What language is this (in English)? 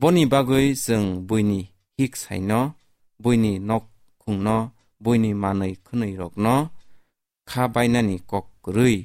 Kok Borok